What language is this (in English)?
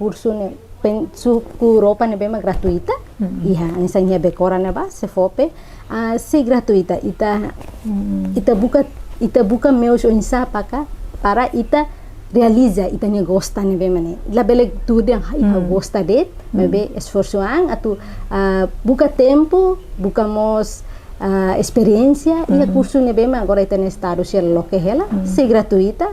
Tetum